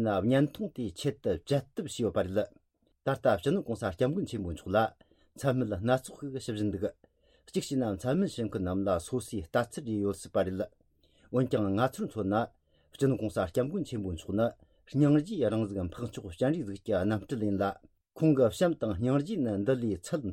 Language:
Tibetan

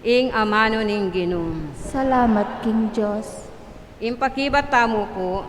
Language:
Pampanga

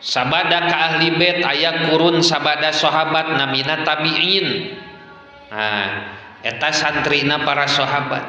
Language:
Sundanese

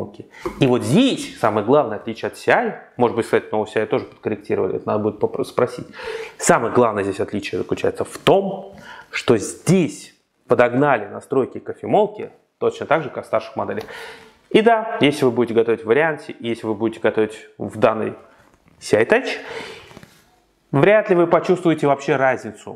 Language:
Russian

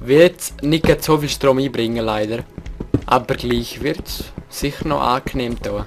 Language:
Swiss German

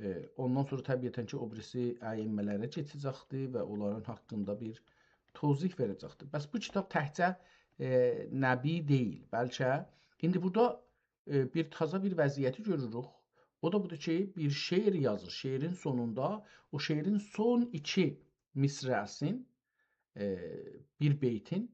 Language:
South Azerbaijani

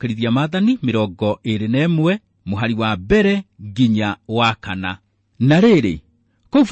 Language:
Kikuyu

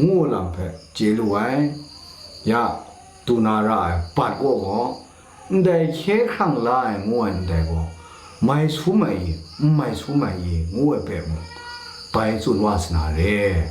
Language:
Kachin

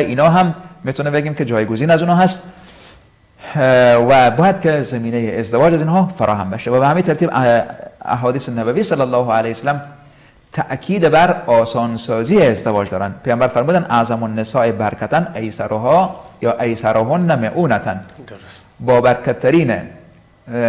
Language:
Persian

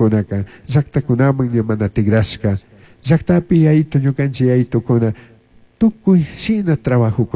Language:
Chimborazo Highland Quichua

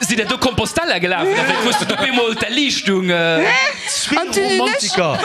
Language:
Luxembourgish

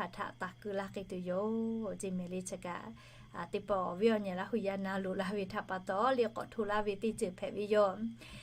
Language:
Lahu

